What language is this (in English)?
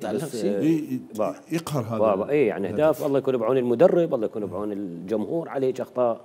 Mesopotamian Arabic